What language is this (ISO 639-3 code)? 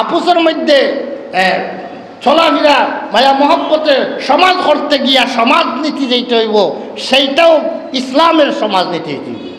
syl